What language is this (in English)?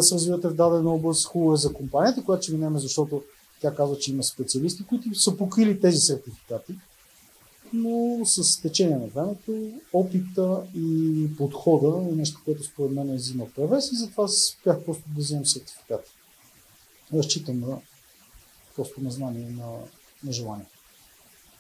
Bulgarian